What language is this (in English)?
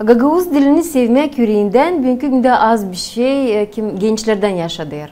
Gagauz